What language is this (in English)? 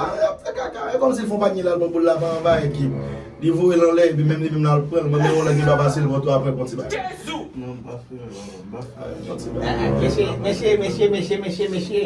Haitian Creole